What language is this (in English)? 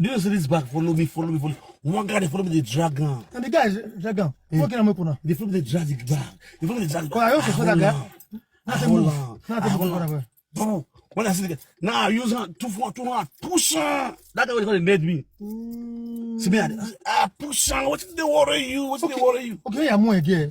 Nigerian Pidgin